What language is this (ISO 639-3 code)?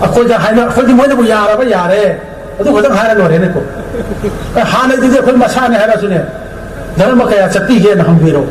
mni